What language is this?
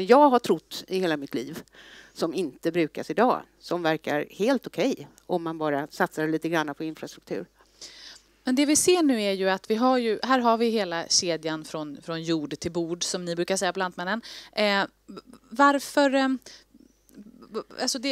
Swedish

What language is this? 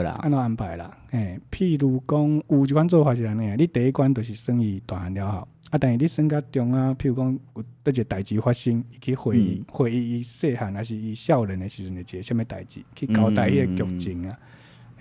Min Nan Chinese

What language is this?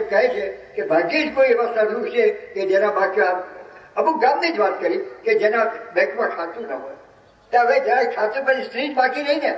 Gujarati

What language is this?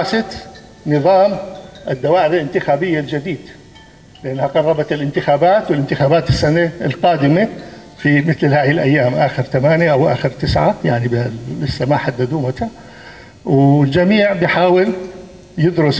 North Levantine Arabic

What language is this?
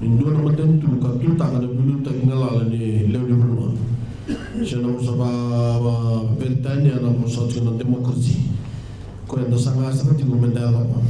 Fijian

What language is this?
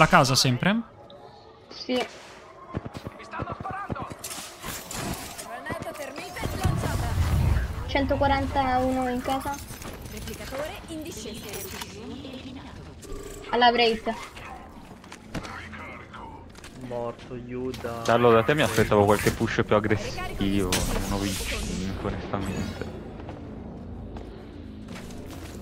Italian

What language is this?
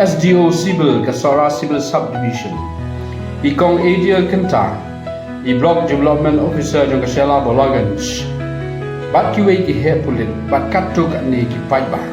Khasi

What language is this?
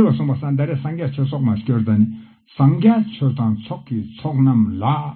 Ladakhi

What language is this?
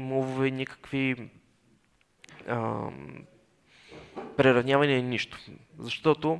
Bulgarian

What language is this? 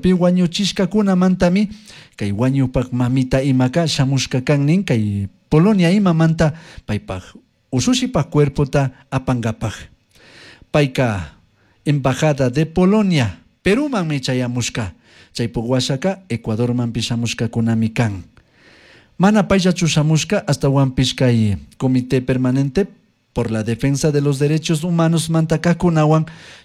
Chimborazo Highland Quichua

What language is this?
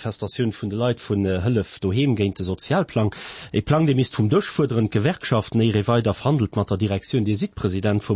Luxembourgish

